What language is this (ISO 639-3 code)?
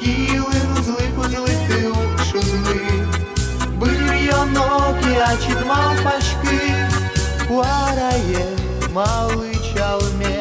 udm